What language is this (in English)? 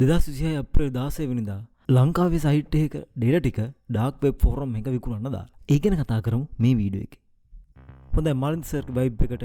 Sinhala